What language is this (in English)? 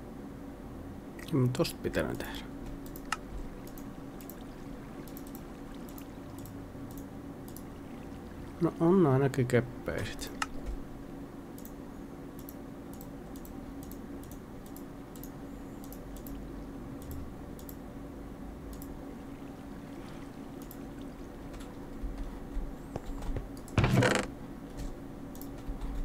Finnish